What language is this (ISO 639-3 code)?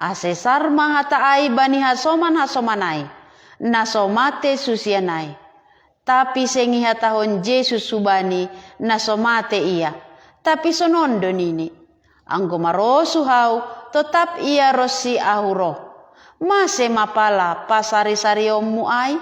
bts